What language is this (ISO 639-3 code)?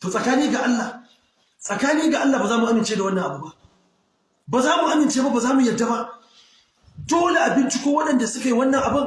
hau